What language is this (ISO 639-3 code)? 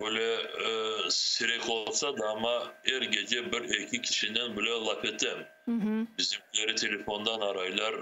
crh